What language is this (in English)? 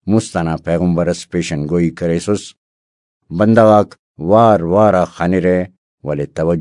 Brahui